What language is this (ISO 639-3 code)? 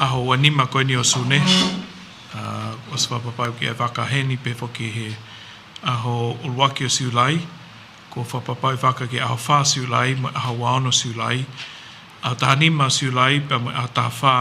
ton